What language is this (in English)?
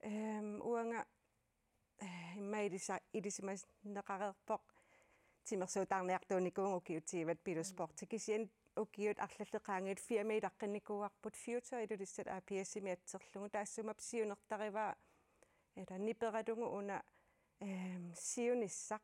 Kalaallisut